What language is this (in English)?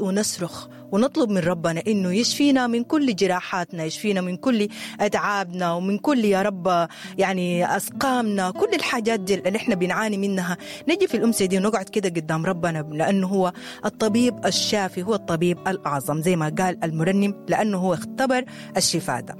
Sudanese Arabic